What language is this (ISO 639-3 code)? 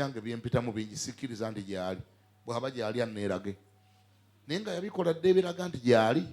lug